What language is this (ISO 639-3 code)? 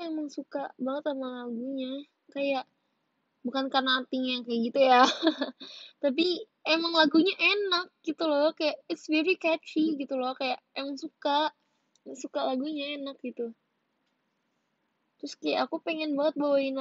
ind